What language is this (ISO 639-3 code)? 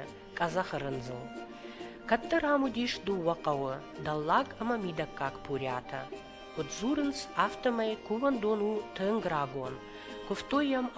oss